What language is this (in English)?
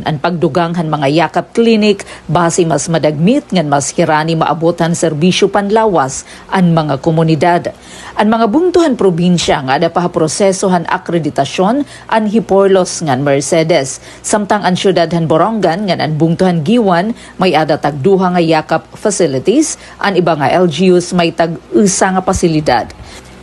Waray